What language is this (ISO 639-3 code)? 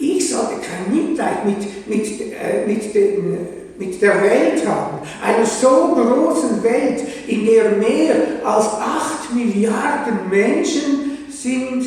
gsw